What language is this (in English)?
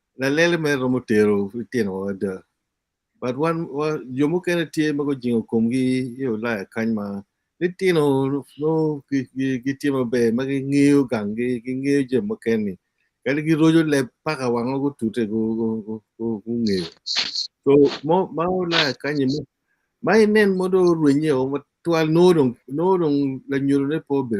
Acoli